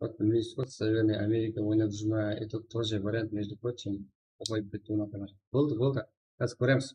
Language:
Kara-Kalpak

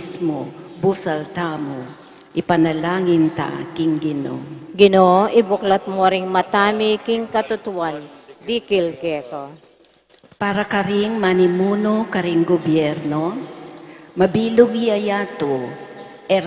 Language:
Pampanga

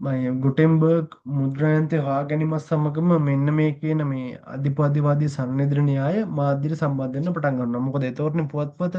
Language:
Sinhala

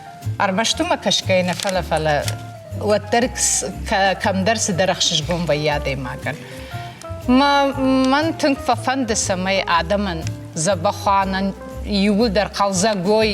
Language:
Ossetic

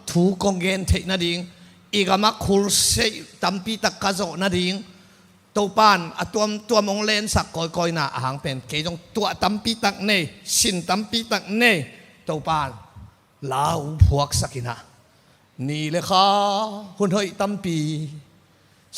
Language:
Tedim Chin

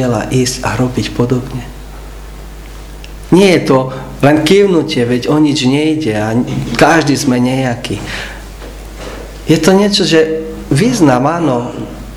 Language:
Slovak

